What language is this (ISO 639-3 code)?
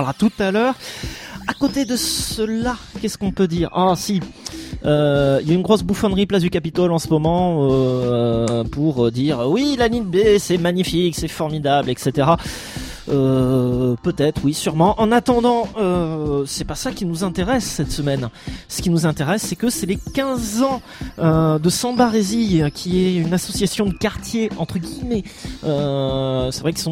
fra